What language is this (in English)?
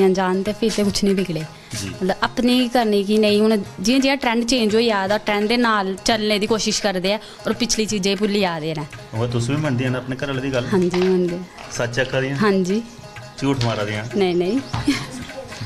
Dogri